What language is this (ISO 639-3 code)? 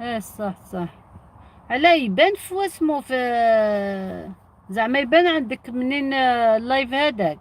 arq